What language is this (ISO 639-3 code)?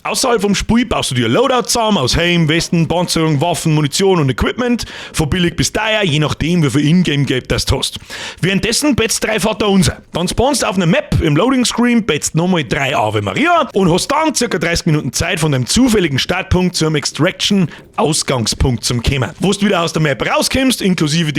bar